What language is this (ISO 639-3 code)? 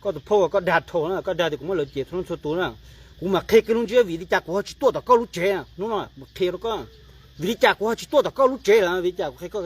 hmn